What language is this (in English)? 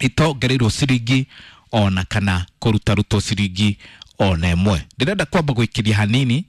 Kikuyu